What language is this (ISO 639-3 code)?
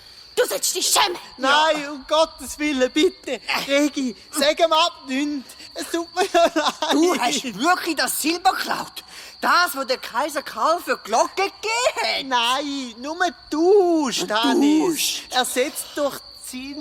gsw